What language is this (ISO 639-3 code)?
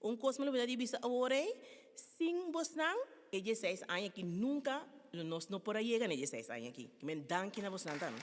pap